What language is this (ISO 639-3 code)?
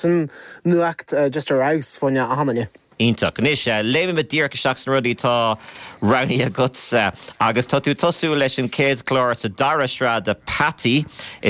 gle